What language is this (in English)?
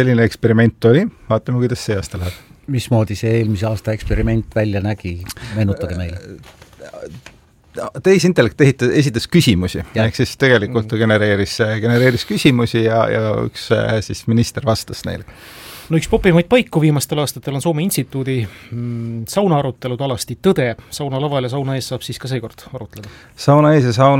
Estonian